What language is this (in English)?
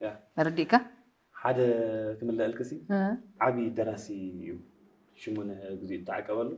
Tigrinya